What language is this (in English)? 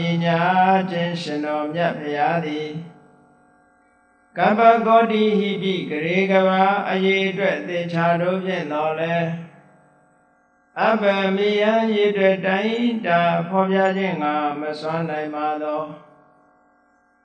Burmese